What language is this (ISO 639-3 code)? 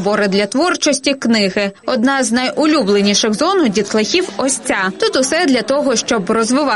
ukr